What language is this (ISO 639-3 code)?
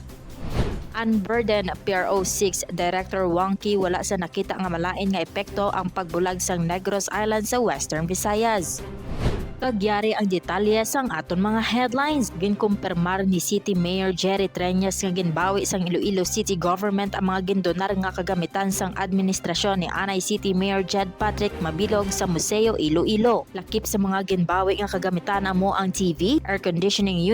hil